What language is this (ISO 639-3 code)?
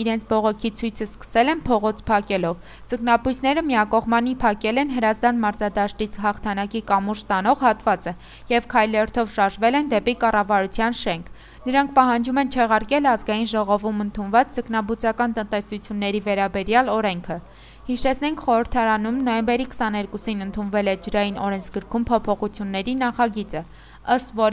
hye